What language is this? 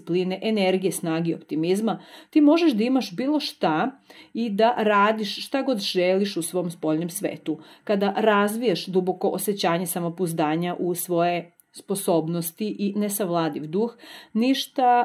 Serbian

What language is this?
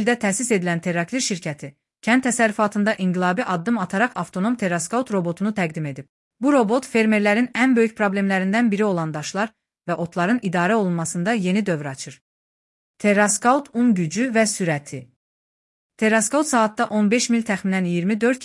Azerbaijani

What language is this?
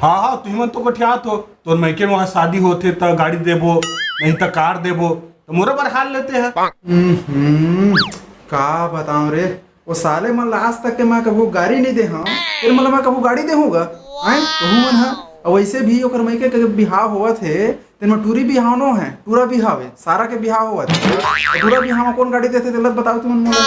Chhattisgarhi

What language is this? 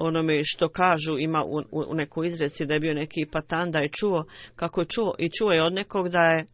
Bosnian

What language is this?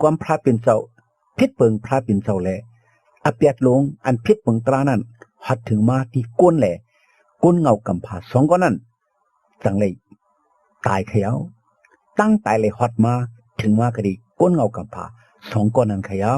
Shan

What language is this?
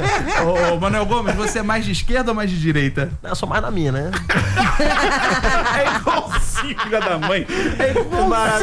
Portuguese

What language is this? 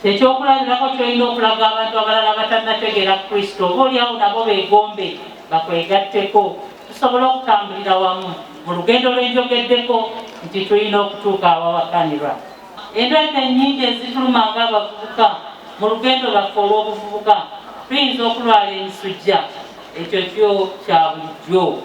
Ganda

